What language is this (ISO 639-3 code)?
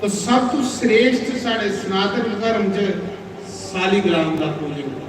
doi